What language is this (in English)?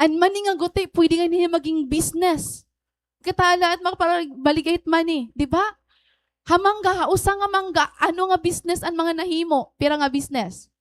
Waray